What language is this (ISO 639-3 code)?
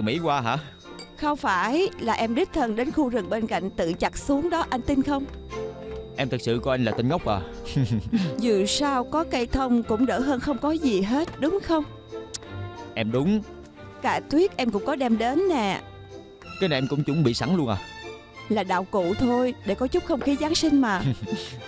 vie